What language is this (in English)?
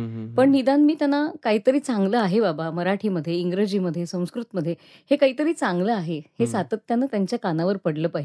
Marathi